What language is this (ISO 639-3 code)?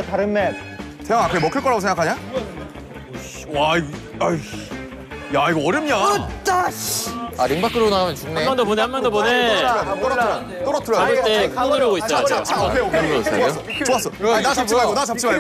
kor